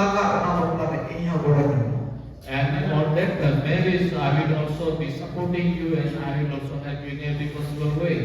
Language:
Santali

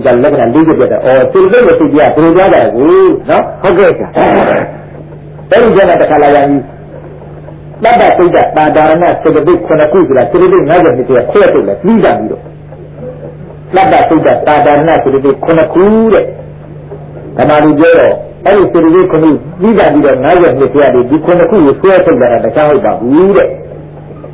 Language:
Burmese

